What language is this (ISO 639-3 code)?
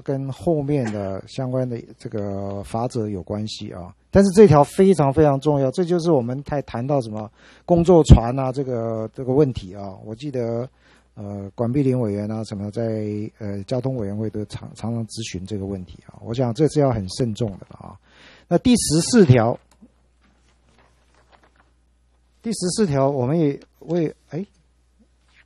zho